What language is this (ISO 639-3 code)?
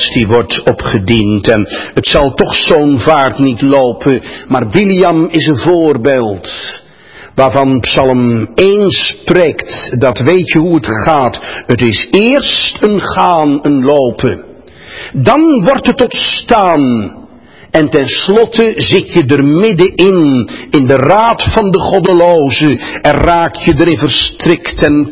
nld